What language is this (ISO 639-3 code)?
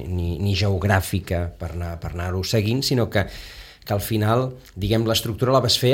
cat